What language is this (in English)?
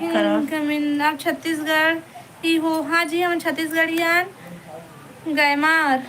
Chhattisgarhi